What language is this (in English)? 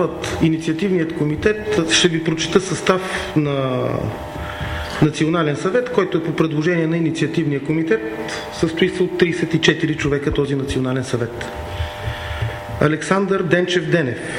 Bulgarian